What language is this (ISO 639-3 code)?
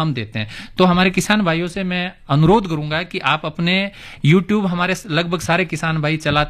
hin